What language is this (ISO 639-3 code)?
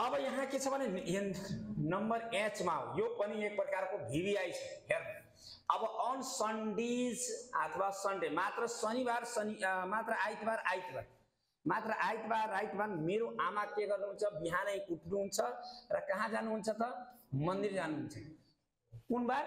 nep